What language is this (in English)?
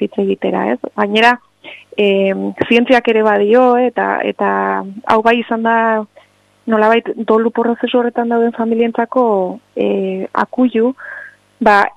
Basque